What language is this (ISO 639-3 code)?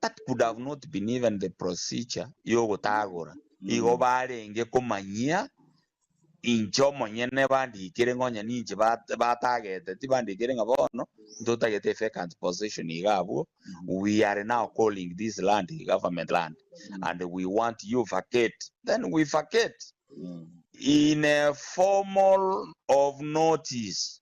guz